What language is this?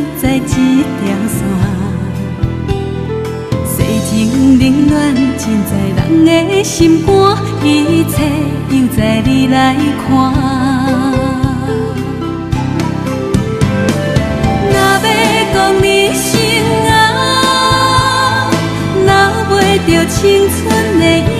Min Nan Chinese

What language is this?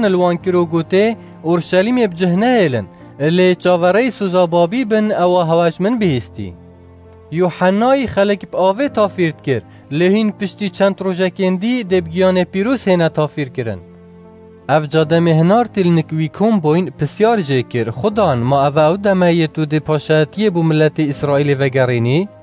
Kurdish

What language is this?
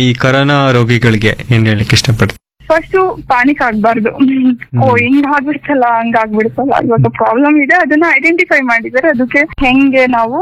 Kannada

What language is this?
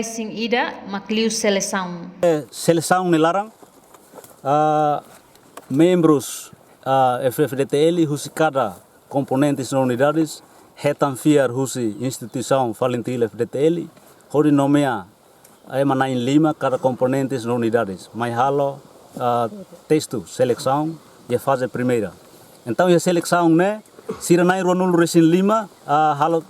Tetum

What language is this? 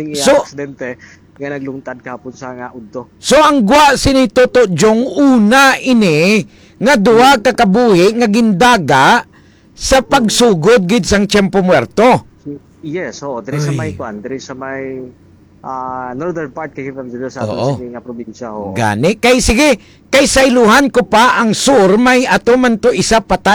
Hiligaynon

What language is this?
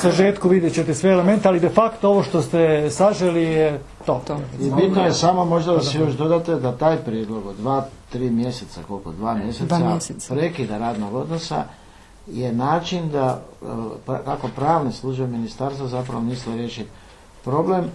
Croatian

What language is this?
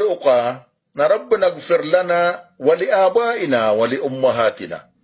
Maranao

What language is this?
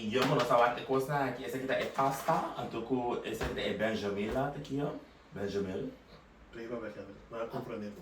Papiamento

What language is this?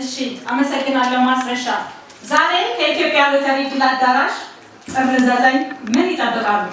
Amharic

